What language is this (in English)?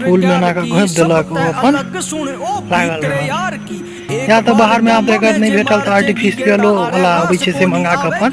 Maithili